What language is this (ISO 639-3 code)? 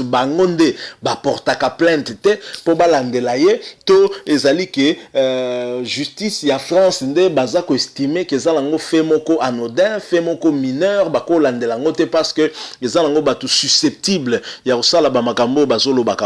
lin